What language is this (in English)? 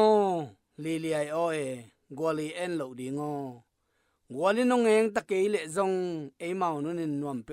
Tedim Chin